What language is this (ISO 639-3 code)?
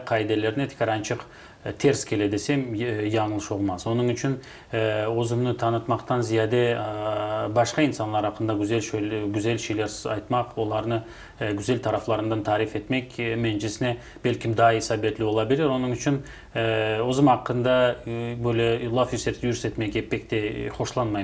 crh